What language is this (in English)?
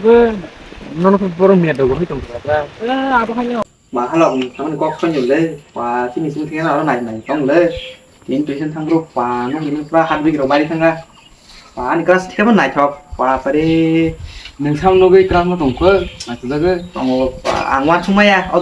Kok Borok